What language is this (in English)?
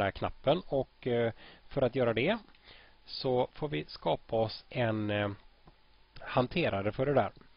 Swedish